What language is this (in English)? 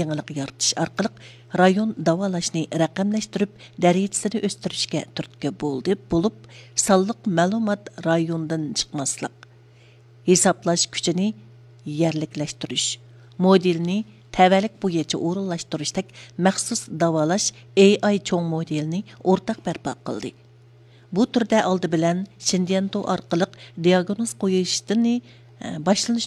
Uyghur